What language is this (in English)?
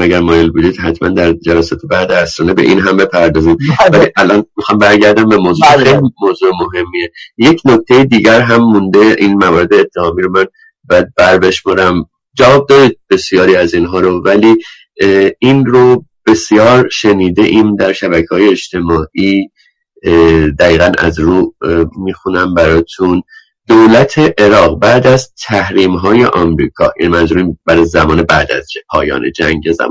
Persian